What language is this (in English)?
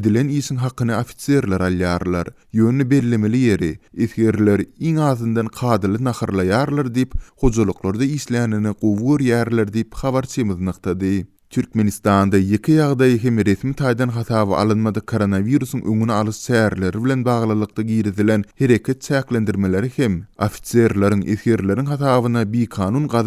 Turkmen